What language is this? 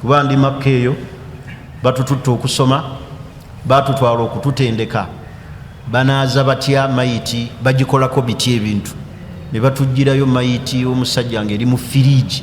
Ganda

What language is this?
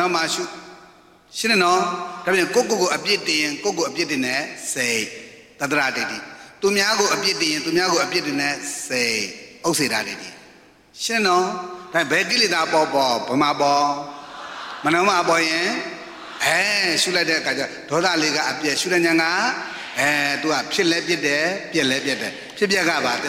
Burmese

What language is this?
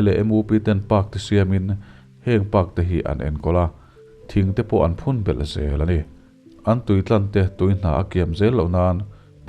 Mizo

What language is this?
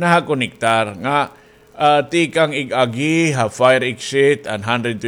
Waray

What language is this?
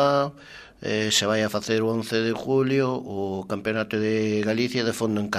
Galician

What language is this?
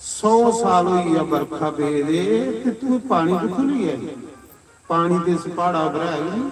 Dogri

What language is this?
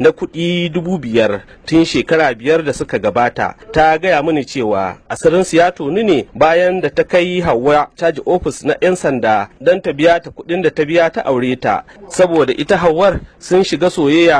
Hausa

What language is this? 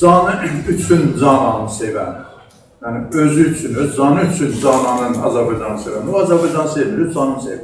South Azerbaijani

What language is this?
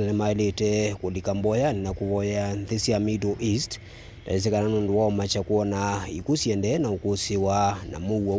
Kamba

